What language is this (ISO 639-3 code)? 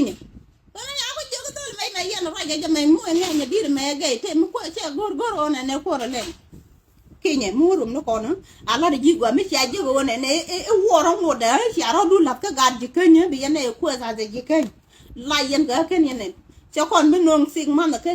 nus